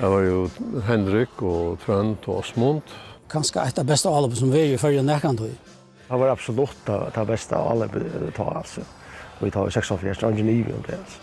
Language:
Faroese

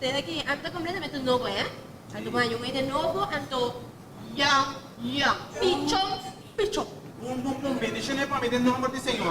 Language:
Papiamento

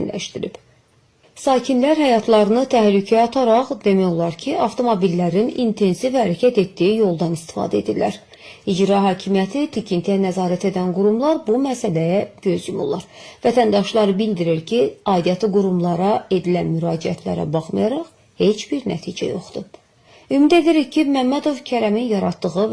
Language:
Azerbaijani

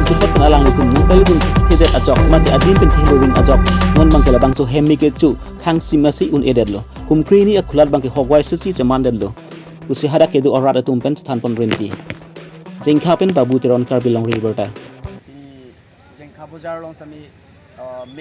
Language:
Karbi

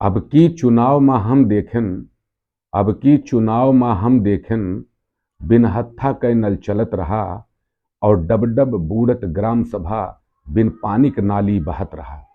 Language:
Awadhi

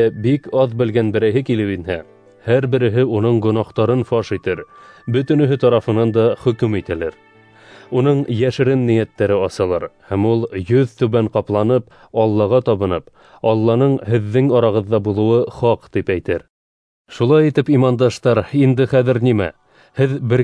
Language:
Bashkir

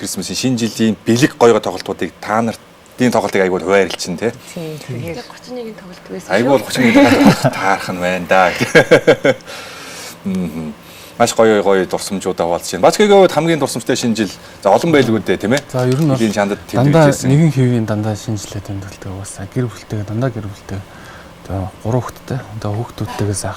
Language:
Mongolian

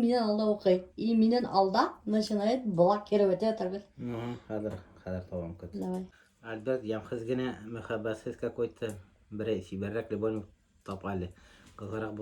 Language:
Bashkir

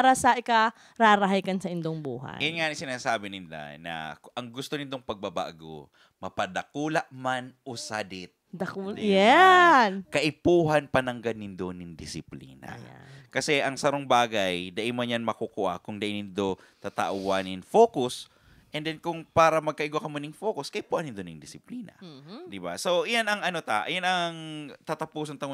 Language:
Bikol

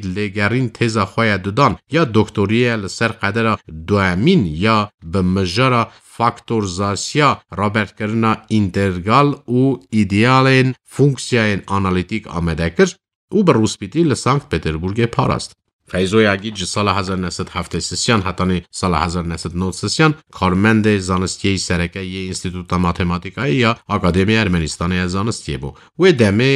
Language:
Kurdish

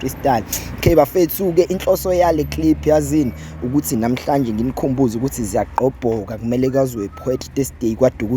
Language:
Zulu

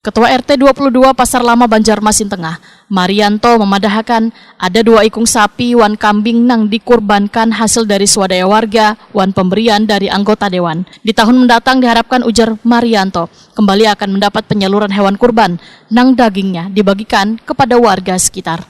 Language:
Banjar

